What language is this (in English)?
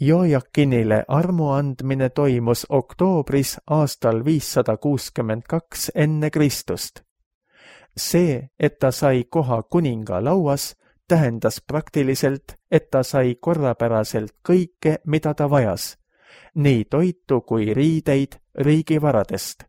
Estonian